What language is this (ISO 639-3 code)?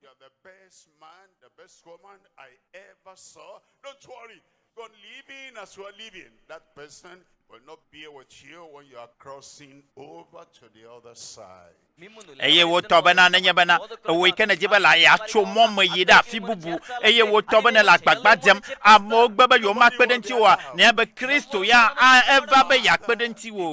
ewe